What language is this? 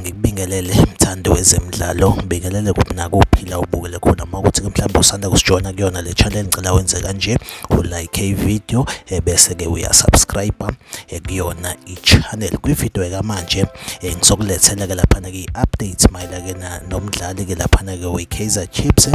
Zulu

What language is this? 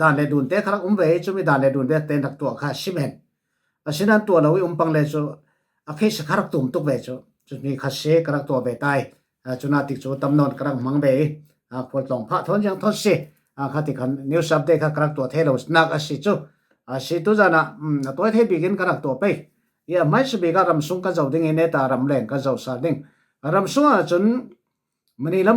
Falam Chin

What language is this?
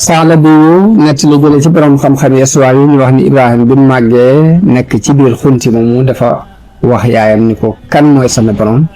Wolof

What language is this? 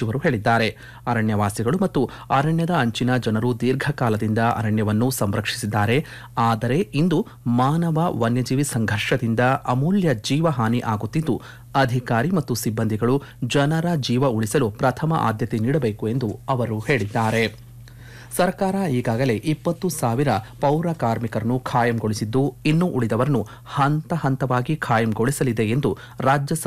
Kannada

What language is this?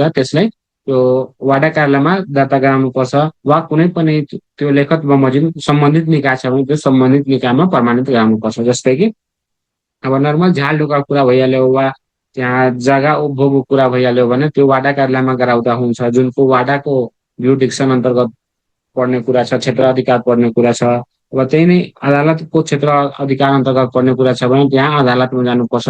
Nepali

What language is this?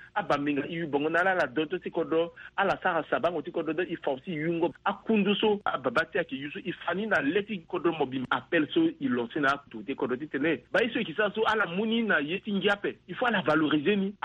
Sango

